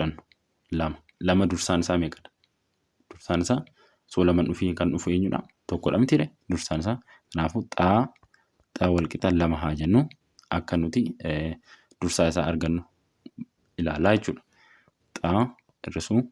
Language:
Oromo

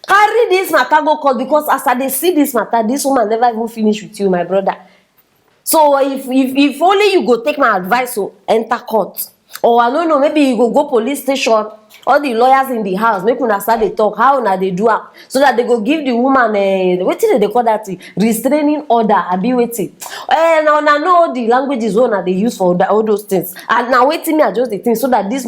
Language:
Nigerian Pidgin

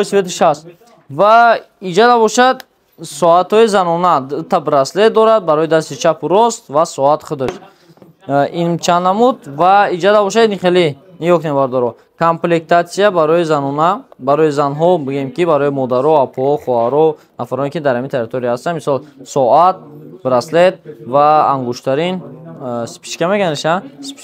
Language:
Tajik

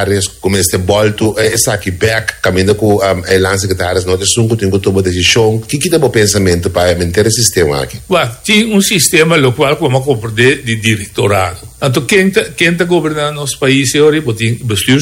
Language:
Papiamento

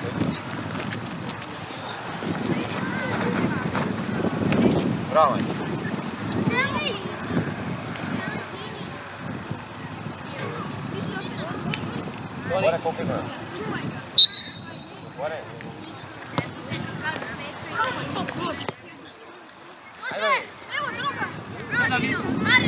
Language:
Croatian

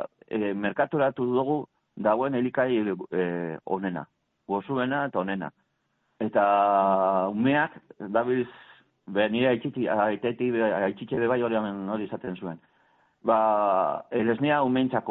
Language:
Basque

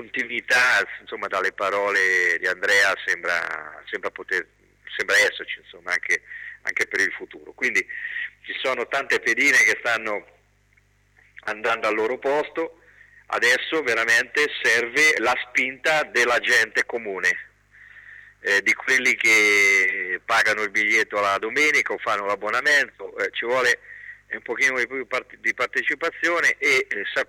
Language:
Italian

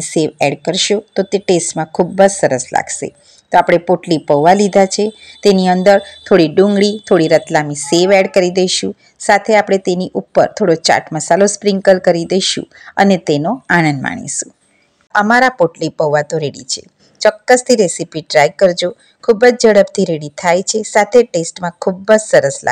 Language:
Gujarati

